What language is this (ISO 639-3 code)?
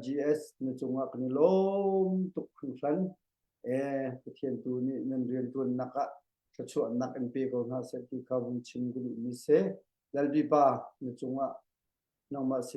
cnh